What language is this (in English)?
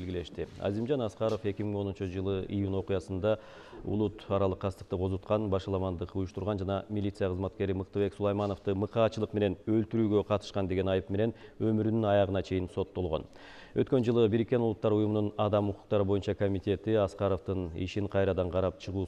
Kyrgyz